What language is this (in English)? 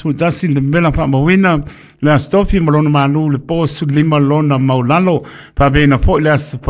Samoan